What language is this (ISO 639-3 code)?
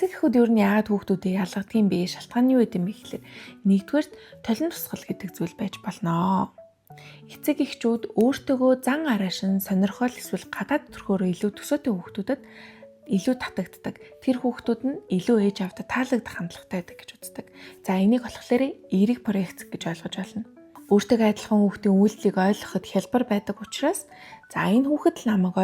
mon